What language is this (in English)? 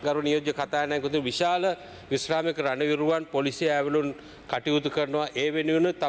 Sinhala